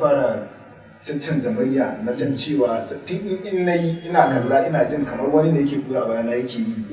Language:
Hausa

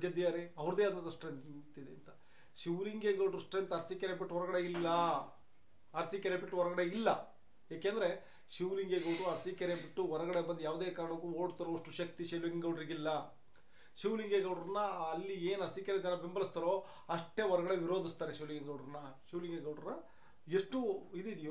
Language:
Kannada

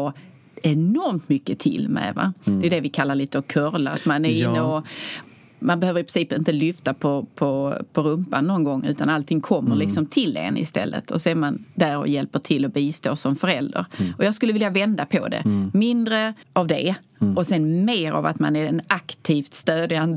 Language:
Swedish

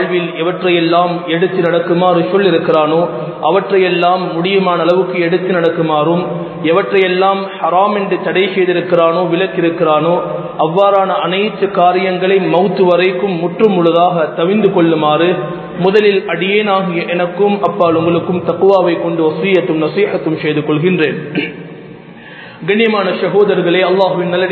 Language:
Tamil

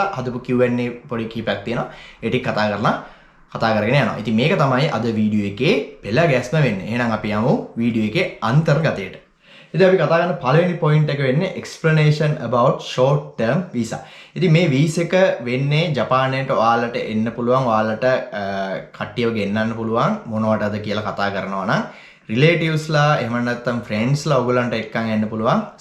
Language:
Sinhala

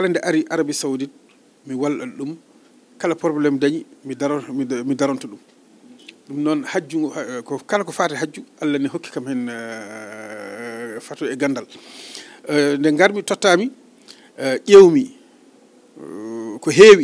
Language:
Fula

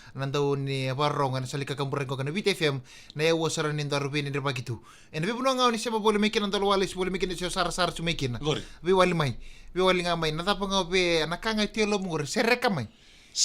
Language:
Fijian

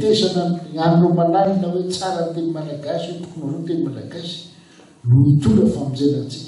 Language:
Malagasy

